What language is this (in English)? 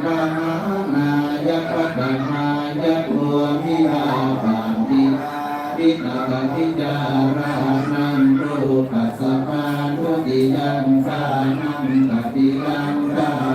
Pali